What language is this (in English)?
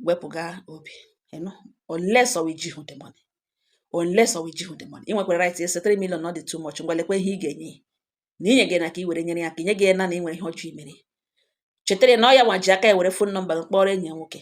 Igbo